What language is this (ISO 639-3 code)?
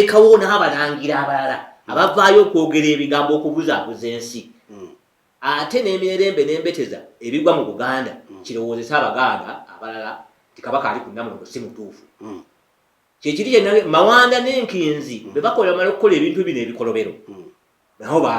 lug